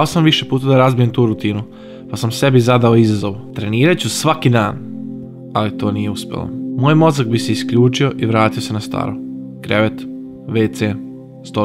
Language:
Croatian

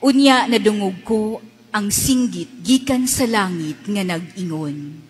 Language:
Cebuano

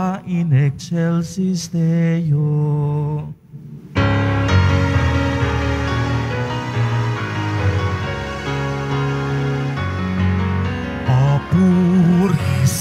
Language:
Filipino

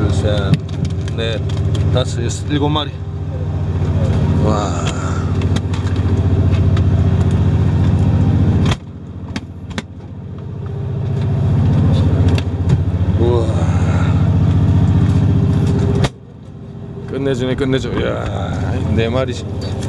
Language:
Korean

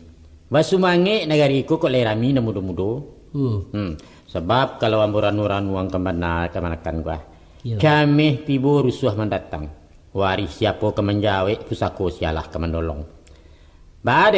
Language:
Minangkabau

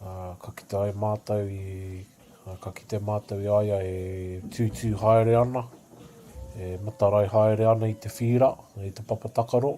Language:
Māori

